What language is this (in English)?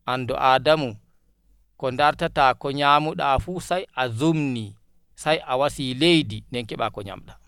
Nigerian Fulfulde